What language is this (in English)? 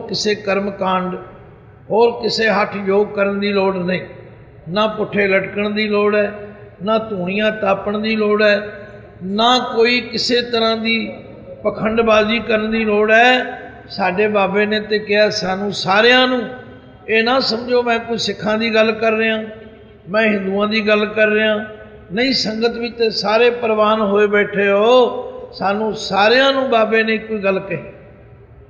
Punjabi